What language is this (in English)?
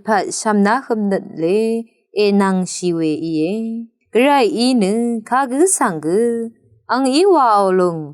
Rawang